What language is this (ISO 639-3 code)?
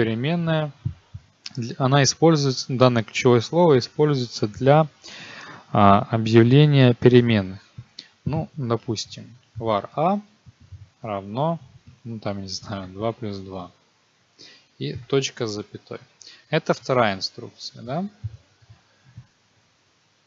rus